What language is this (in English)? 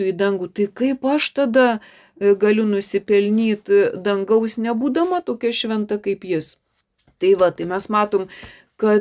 Lithuanian